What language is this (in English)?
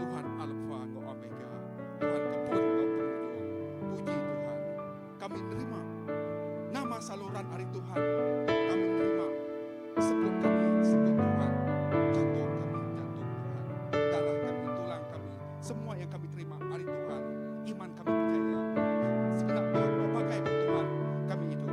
Iban